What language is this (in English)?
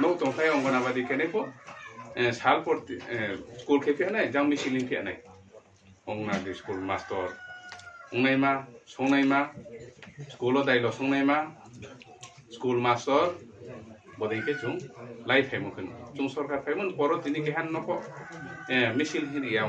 Riang (India)